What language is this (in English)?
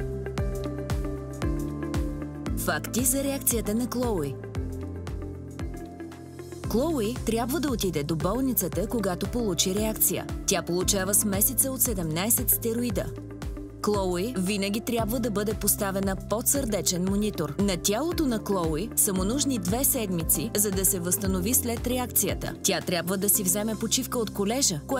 Bulgarian